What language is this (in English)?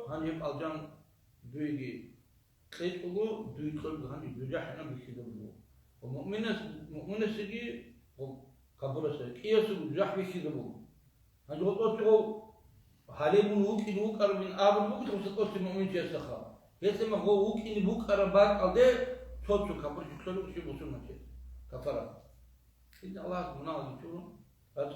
Avaric